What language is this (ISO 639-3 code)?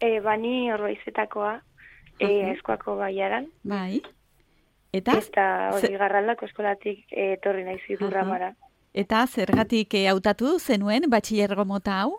eus